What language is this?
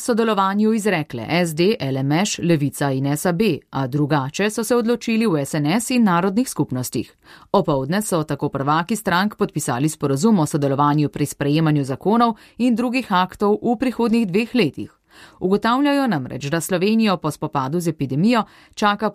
Slovenian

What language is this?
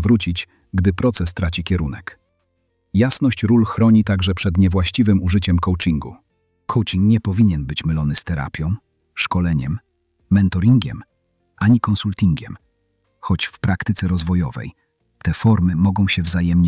Polish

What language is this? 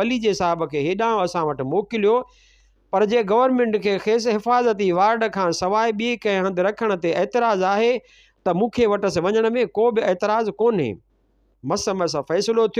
Sindhi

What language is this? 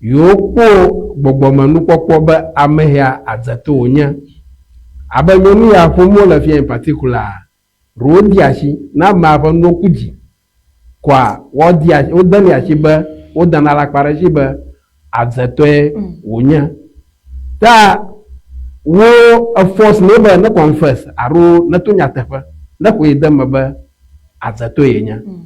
Ewe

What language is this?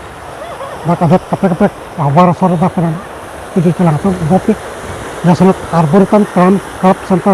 Karbi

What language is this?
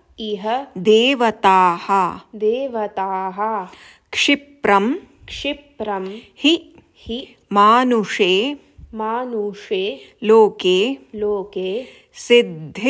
Sanskrit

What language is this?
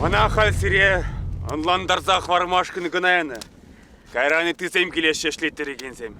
Chuvash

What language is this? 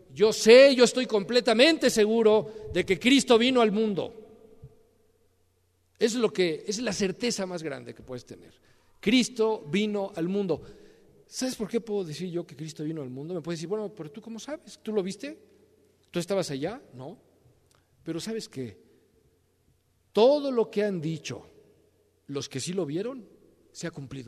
Spanish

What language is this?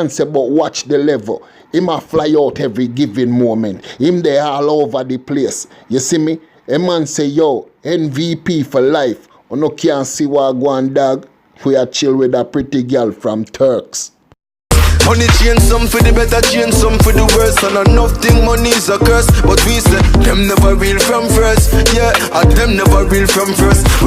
Jamaican Creole English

